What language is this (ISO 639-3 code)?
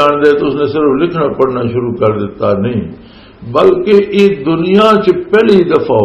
lah